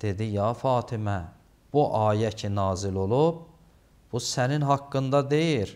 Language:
Azerbaijani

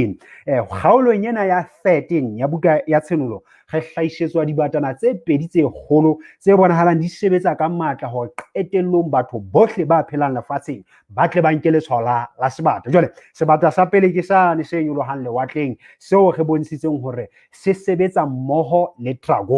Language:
Southern Sotho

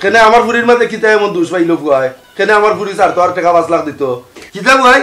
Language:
Sylheti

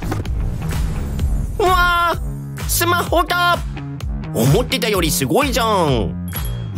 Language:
Japanese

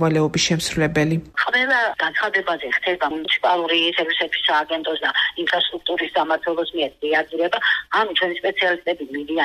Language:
Georgian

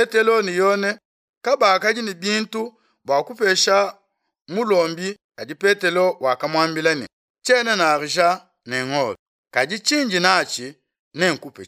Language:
Luba-Lulua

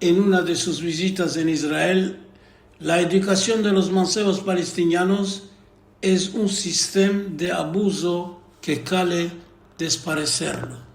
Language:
Ladino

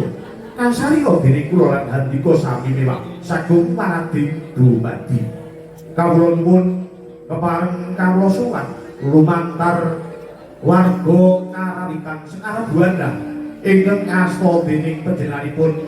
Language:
Javanese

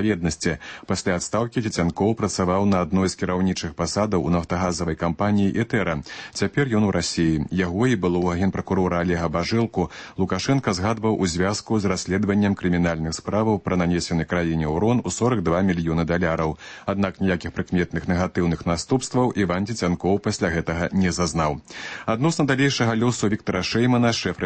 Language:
Belarusian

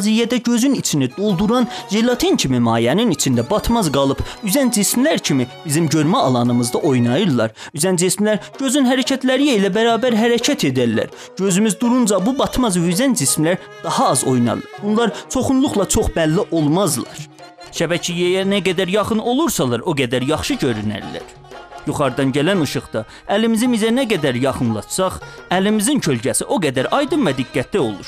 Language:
South Azerbaijani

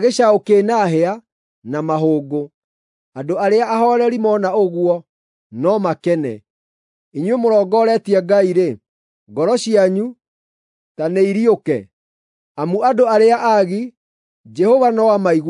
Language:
Kikuyu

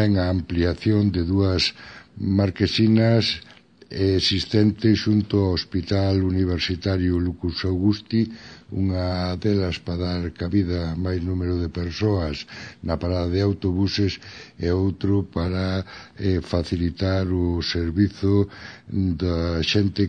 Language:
Galician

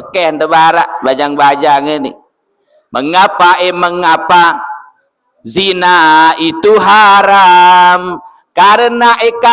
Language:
Sasak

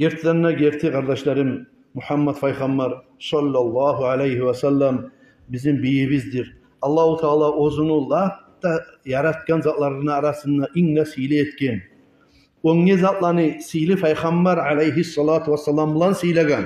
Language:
Kumyk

